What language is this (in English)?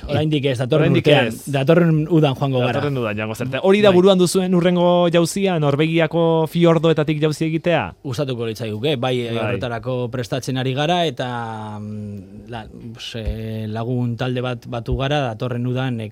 Basque